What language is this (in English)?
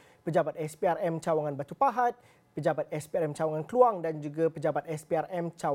Malay